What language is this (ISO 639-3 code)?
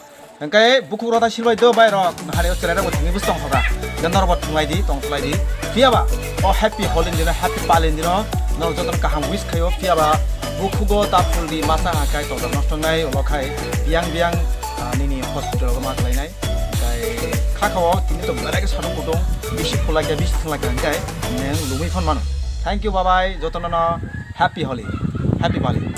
trp